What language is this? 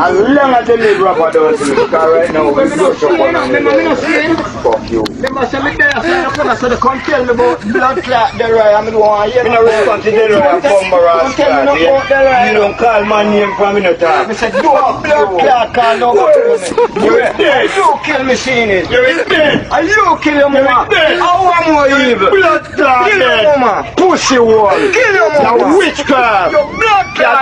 Jamaican Creole English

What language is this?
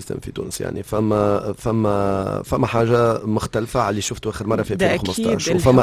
Tunisian Arabic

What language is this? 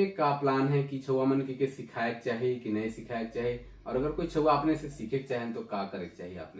Sadri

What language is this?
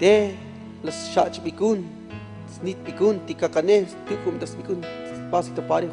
Tzotzil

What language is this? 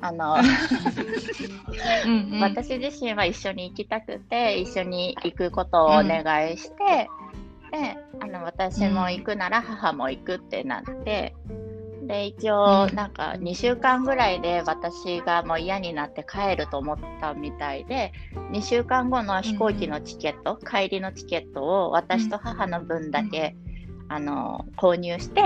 Japanese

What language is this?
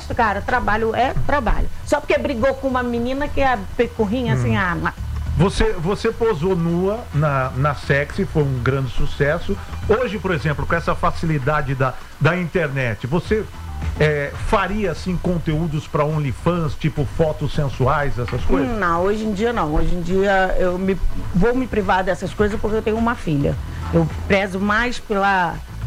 Portuguese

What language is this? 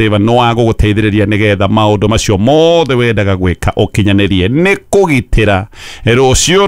Kikuyu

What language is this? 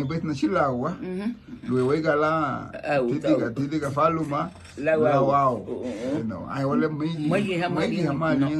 Garifuna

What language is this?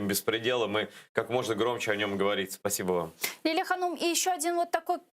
Crimean Tatar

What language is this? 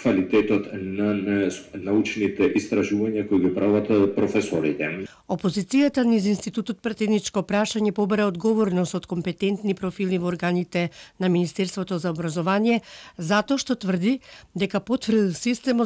Macedonian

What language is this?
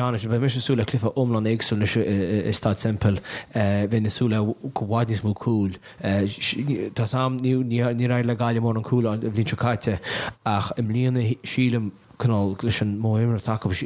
Irish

